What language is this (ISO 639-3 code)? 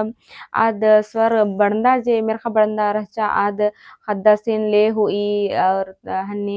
kru